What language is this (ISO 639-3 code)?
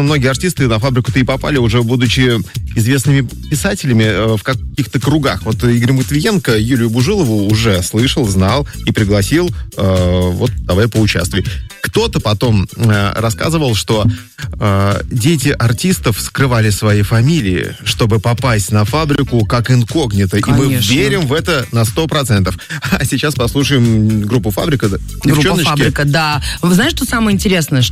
rus